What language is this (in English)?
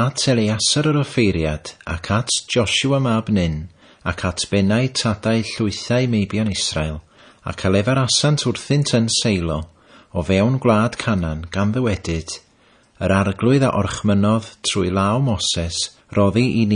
Welsh